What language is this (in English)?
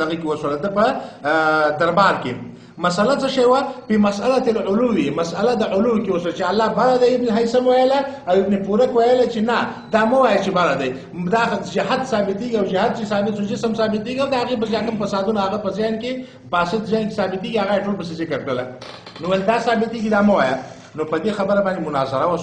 Pashto